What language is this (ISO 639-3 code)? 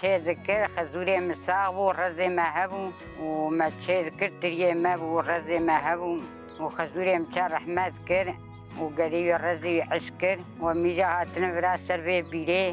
kur